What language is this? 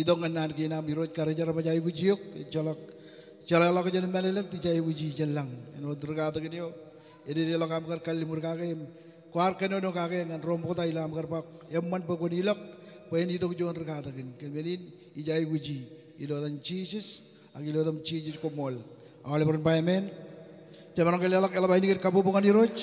Marshallese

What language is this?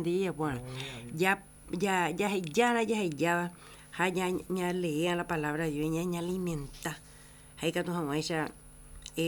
Guarani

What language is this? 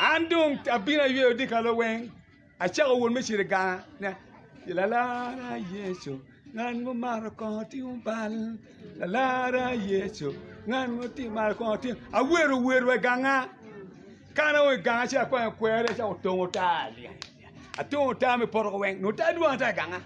Acoli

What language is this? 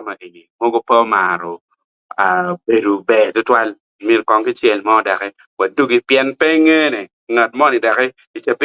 Acoli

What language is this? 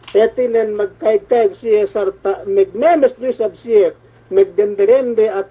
Yakan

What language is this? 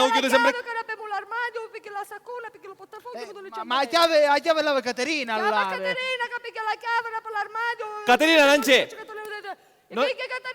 Sicilian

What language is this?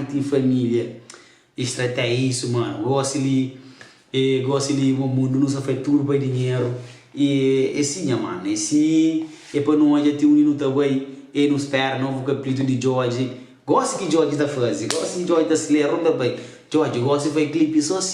Kabuverdianu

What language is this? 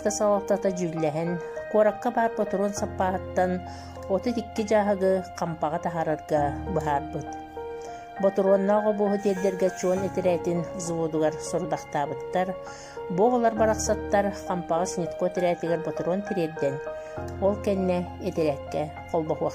Yakut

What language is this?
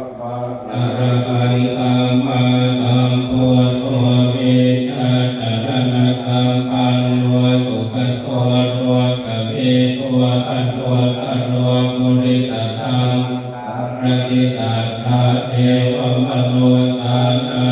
Pali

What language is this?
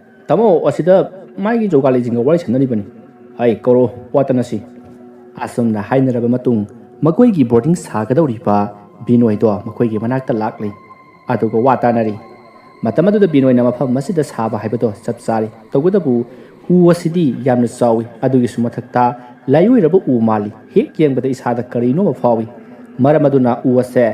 Manipuri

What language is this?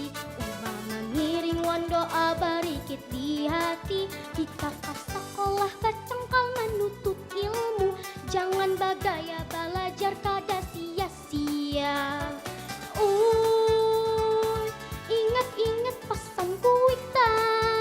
Banjar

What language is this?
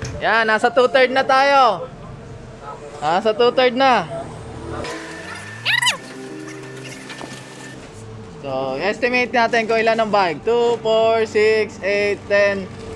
Filipino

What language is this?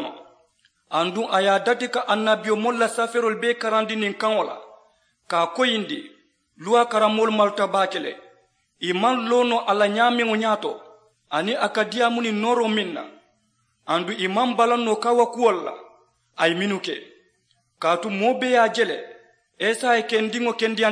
Mandingo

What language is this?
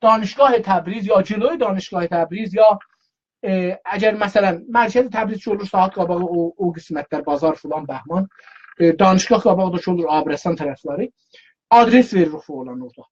South Azerbaijani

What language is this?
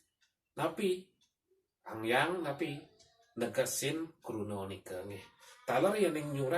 Balinese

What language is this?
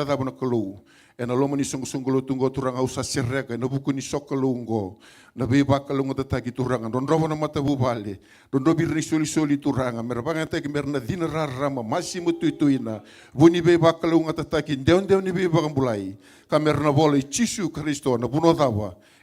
Fijian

